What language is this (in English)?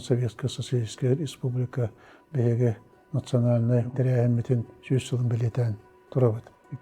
Yakut